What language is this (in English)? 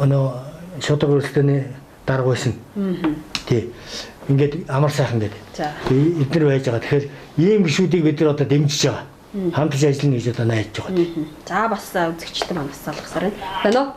Mongolian